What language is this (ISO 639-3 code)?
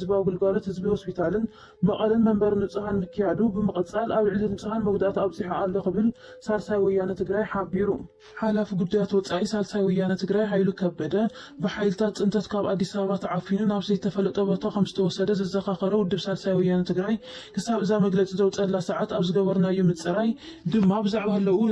tir